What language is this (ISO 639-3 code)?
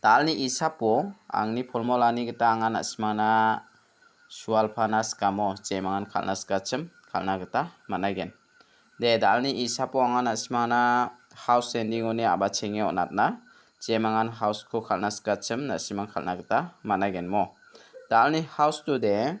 grt